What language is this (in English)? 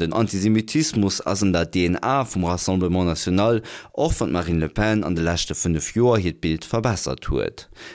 Luxembourgish